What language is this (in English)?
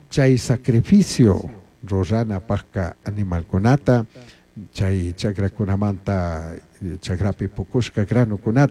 Chimborazo Highland Quichua